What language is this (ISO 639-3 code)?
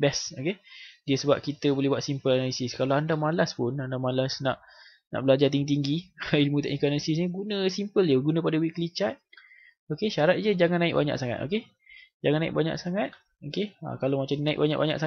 msa